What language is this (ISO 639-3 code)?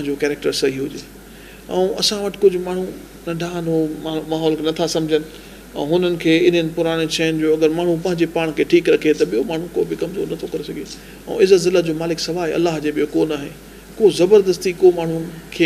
snd